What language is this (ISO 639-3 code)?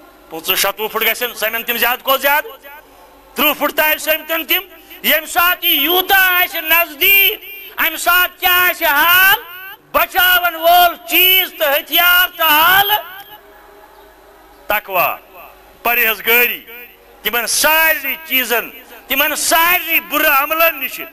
kas